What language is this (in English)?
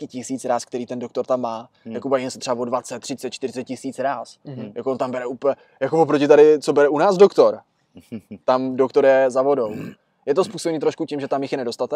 Czech